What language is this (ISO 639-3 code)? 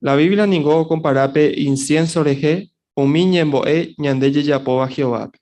grn